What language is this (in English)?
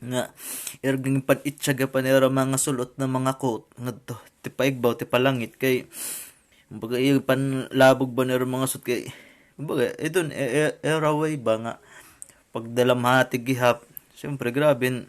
Waray